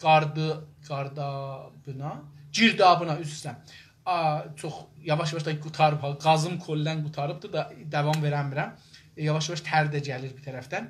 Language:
South Azerbaijani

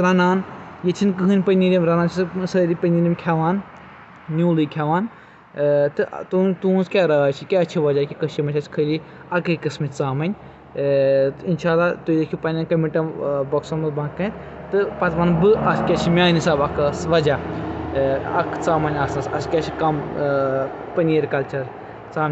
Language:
Kashmiri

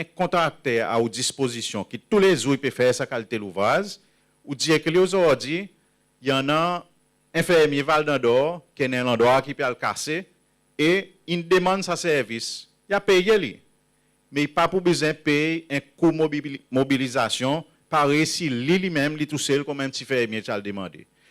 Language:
Seselwa Creole French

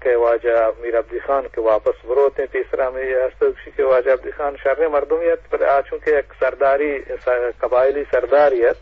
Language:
Eastern Balochi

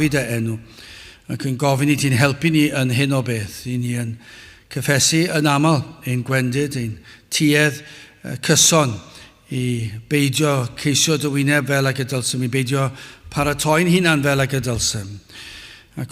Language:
Welsh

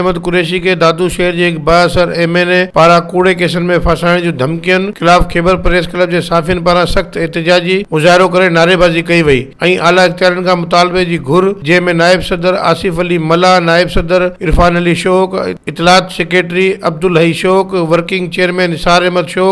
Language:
Sindhi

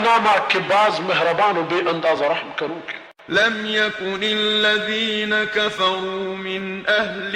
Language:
Baluchi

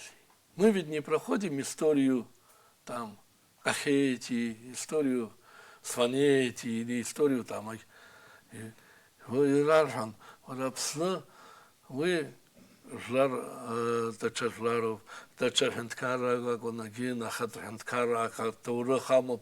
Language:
Abkhazian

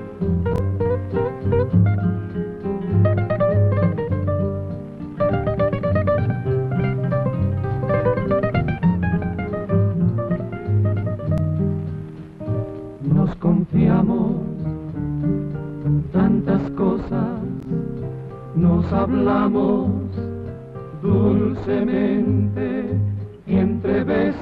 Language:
Spanish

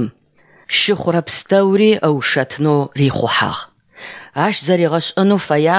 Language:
Adyghe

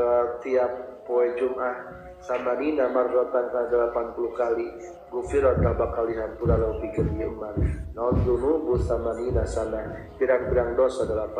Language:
Sundanese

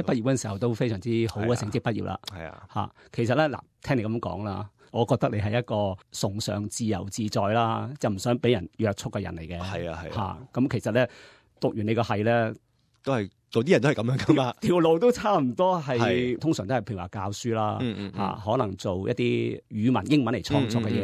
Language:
Cantonese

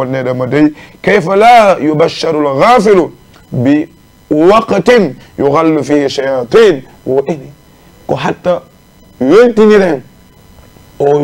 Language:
Fula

